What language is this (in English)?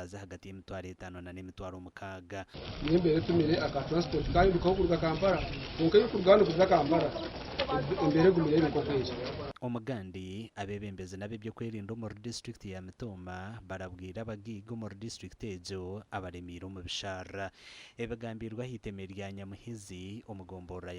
Nyankole